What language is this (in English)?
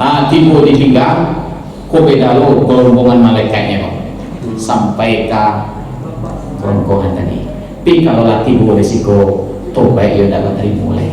Minangkabau